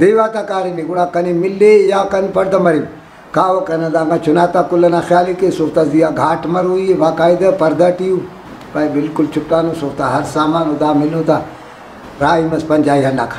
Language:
Brahui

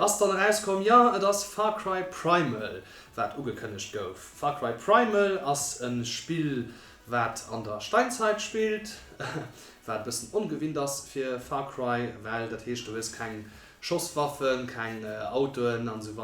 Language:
Luxembourgish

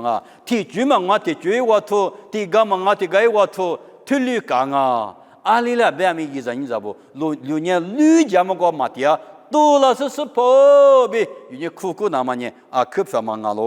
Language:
Lisu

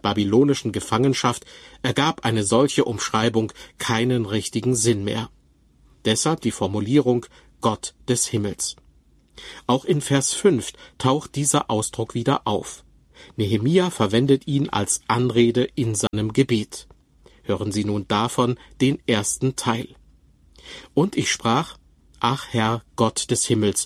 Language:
German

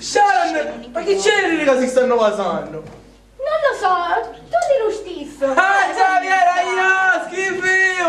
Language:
Sicilian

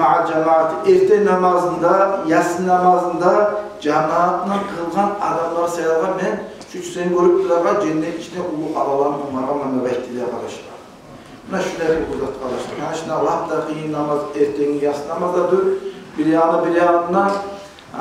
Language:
Kumyk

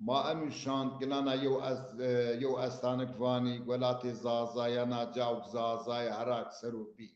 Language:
Zaza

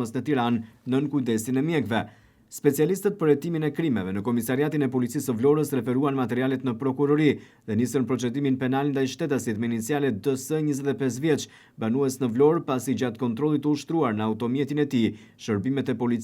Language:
Albanian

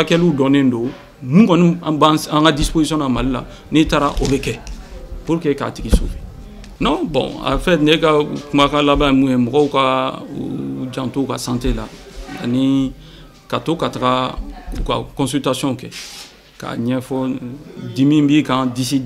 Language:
Bambara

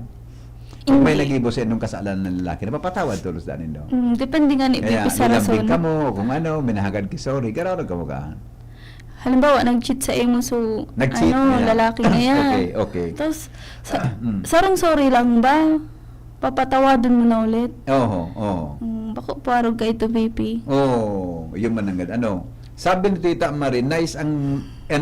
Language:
Bikol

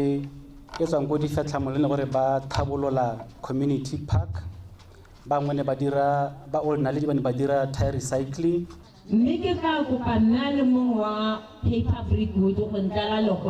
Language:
Tswana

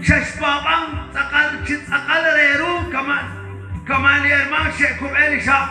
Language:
Kekchí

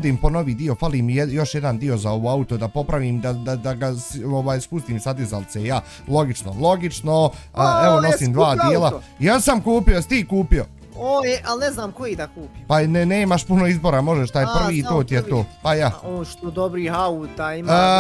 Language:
Bosnian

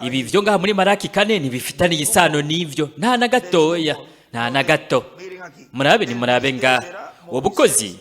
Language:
Rundi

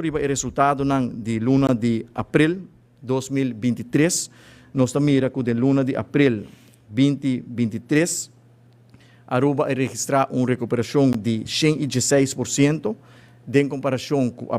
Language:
Papiamento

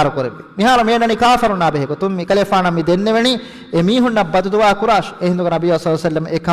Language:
Divehi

